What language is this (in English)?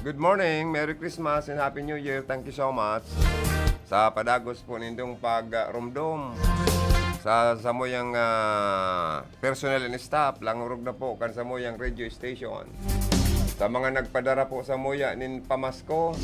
Bikol